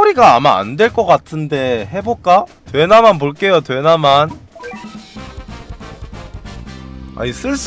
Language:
Korean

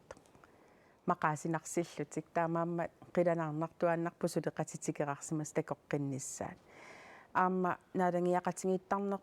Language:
Kalaallisut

